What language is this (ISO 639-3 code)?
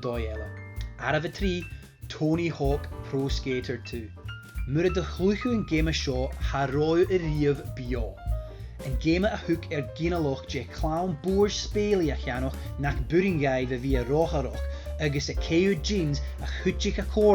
gla